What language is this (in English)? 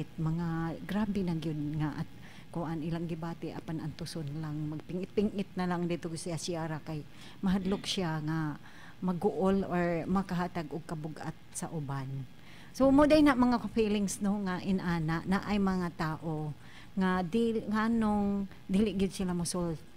Cebuano